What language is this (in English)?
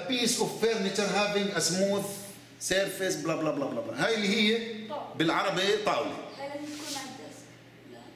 South Levantine Arabic